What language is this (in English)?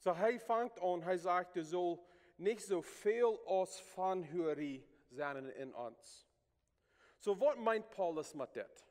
Plautdietsch